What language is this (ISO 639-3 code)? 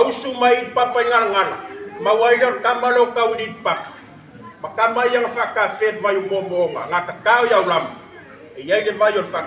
smo